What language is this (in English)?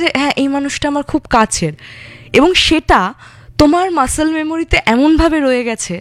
Bangla